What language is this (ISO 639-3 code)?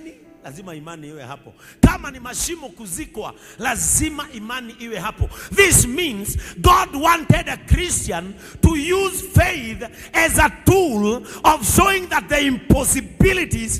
swa